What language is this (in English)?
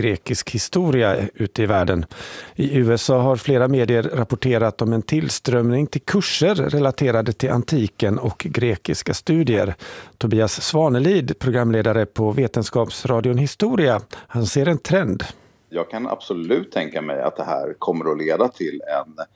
Swedish